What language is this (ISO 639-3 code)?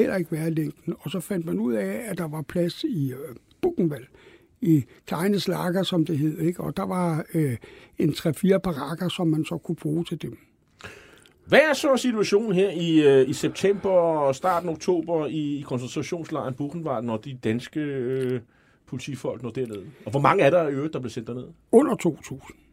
dan